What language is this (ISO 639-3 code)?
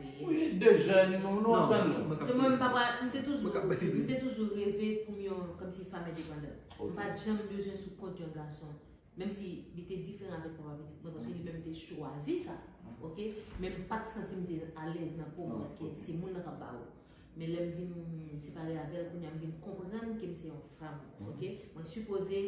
hat